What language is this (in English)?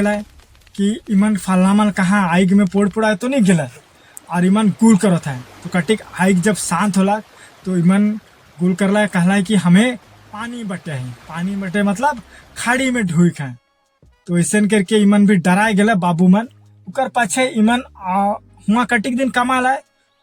Sadri